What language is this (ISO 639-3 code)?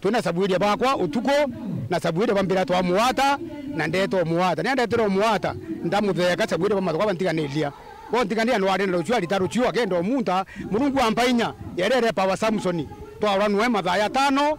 mer